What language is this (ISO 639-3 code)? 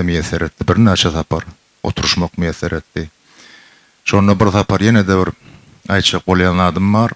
tuk